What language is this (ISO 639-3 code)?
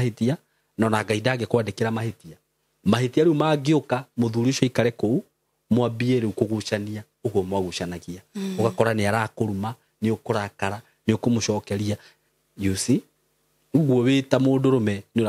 kik